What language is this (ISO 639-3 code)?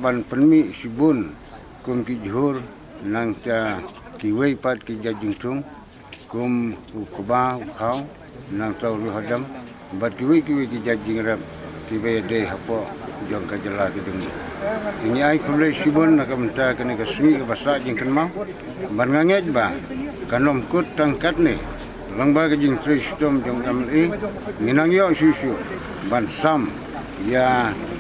kha